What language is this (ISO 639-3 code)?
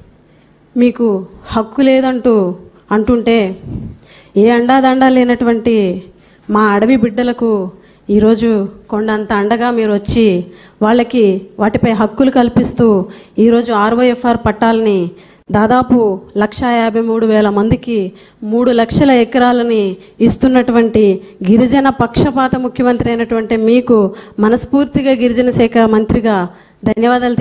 tel